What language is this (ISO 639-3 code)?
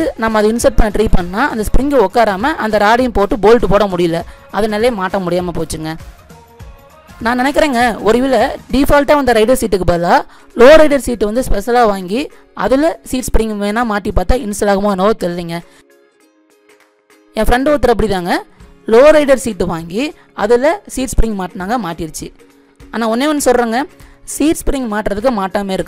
tam